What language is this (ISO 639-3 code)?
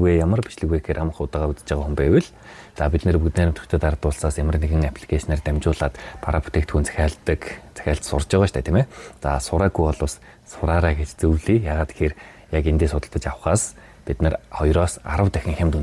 mon